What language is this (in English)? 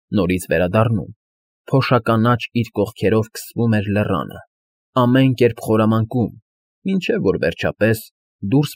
Armenian